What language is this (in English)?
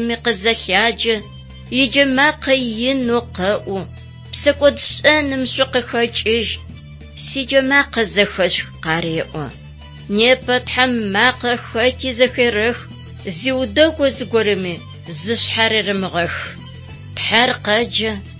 Adyghe